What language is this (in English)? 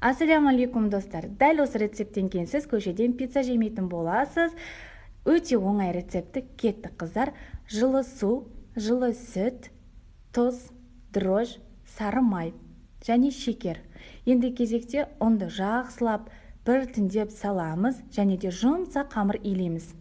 Kazakh